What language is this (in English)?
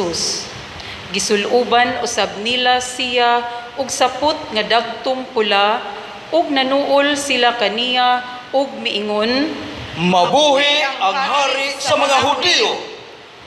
Cebuano